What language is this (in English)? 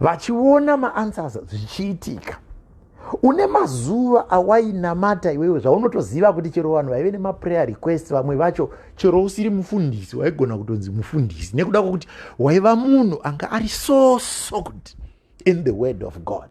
Shona